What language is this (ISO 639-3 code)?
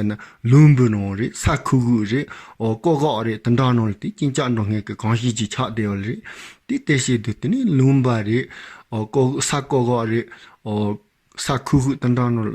bod